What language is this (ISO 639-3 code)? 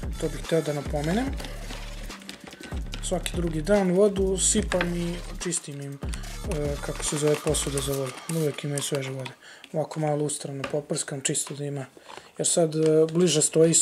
srp